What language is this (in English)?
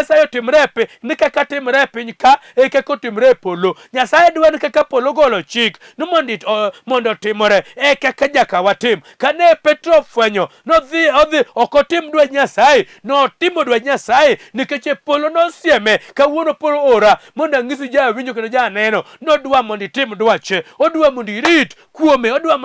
Luo (Kenya and Tanzania)